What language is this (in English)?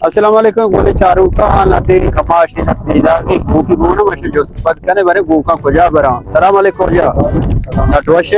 Baluchi